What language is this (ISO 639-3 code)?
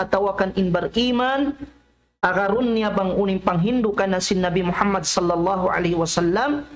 tsg